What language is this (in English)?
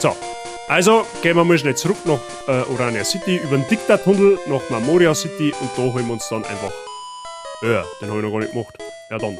Bavarian